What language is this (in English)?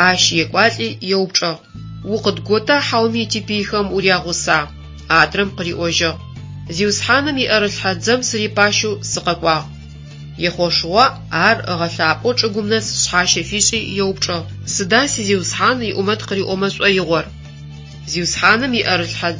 Adyghe